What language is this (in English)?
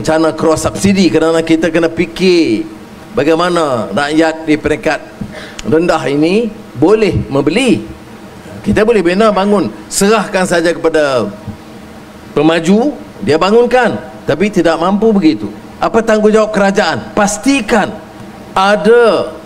Malay